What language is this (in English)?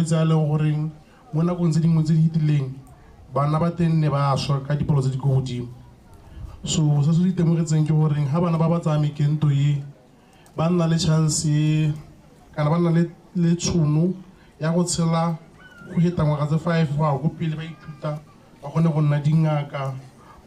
Tswana